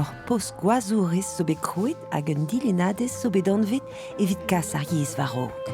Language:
Breton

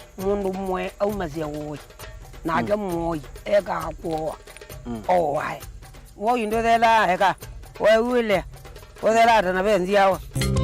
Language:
Kamba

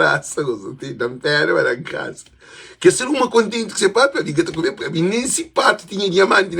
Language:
Kabuverdianu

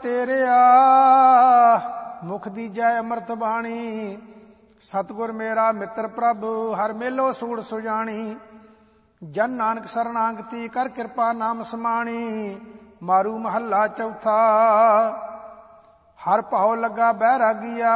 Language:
Punjabi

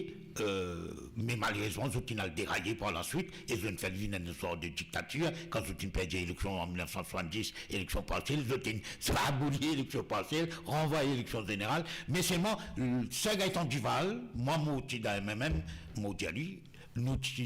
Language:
Morisyen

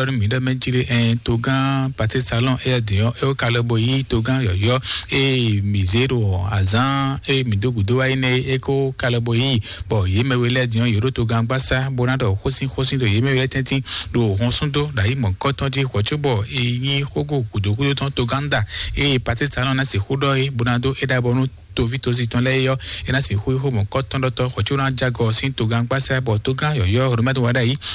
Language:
Fon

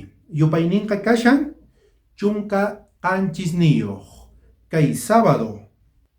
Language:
South Bolivian Quechua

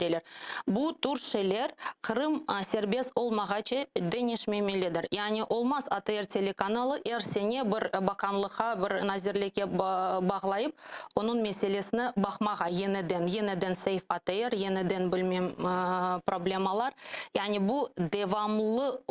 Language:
Crimean Tatar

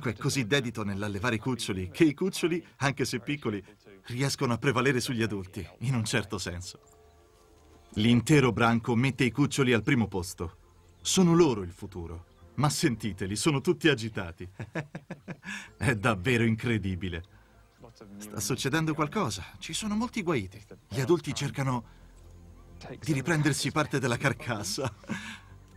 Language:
Italian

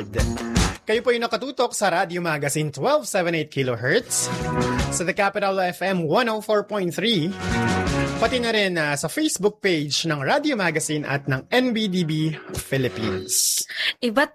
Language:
Filipino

